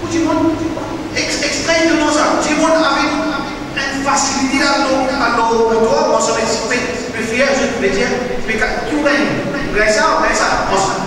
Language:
Morisyen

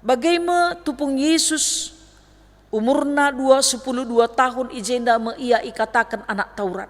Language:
Batak Karo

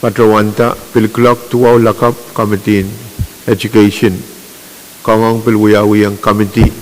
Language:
Pohnpeian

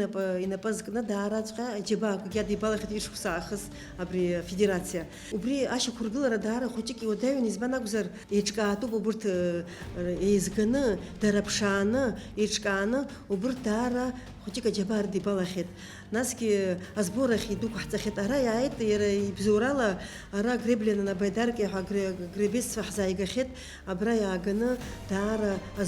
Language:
Abkhazian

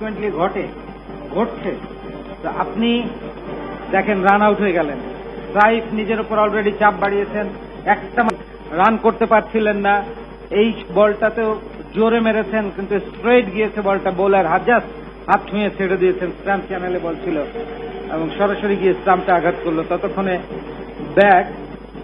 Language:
Bangla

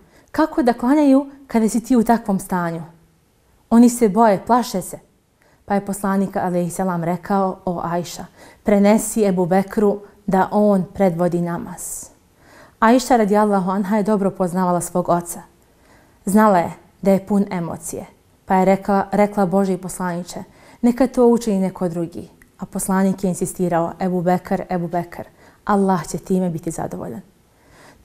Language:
Bosnian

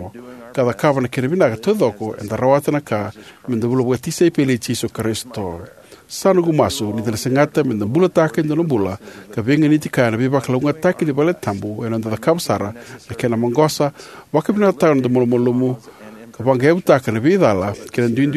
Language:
Fijian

